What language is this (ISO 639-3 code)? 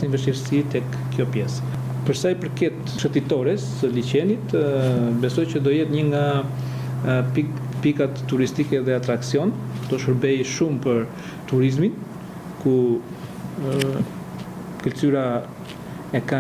sqi